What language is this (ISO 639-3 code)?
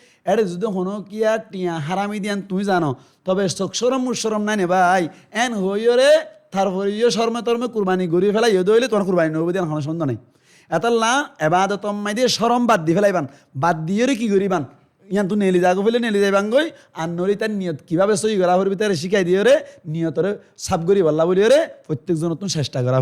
rhg